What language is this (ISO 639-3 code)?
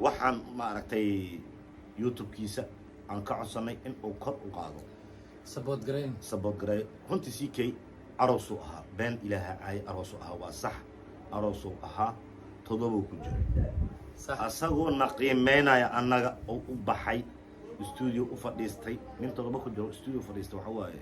som